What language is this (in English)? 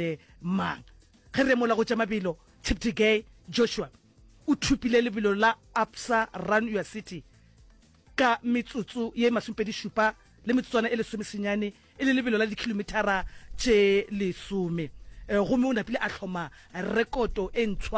Northern Sotho